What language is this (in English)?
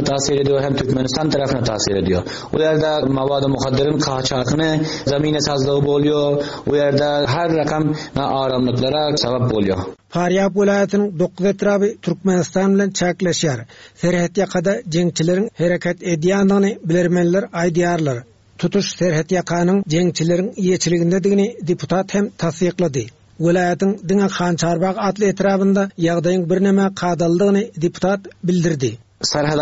Turkmen